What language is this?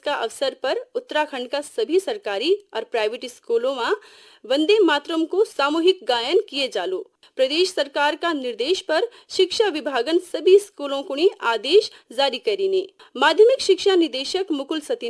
Garhwali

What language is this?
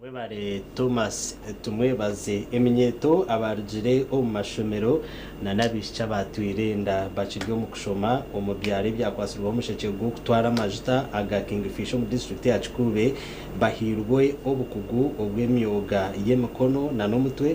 Nyankole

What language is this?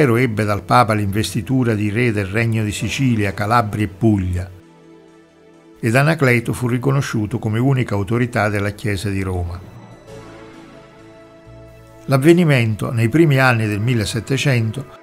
Italian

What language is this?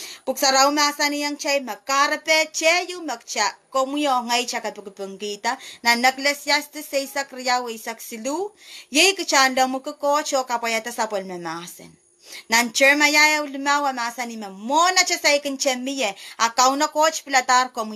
Pohnpeian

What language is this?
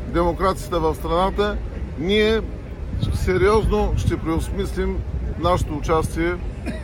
Bulgarian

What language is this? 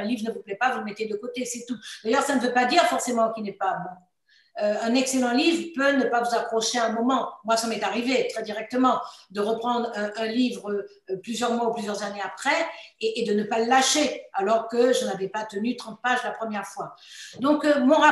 French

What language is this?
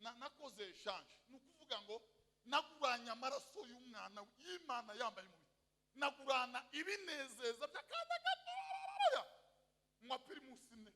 Kinyarwanda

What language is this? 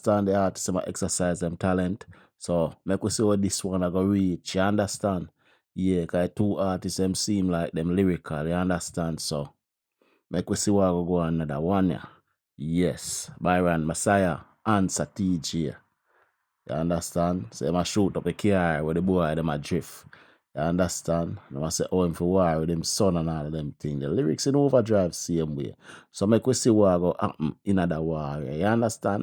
Jamaican Creole English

